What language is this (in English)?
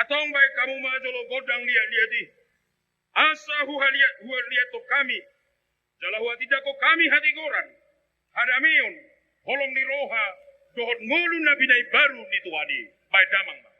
Batak Toba